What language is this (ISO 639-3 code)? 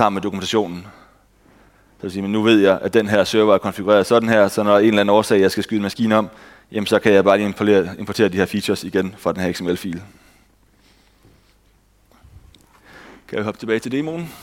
dan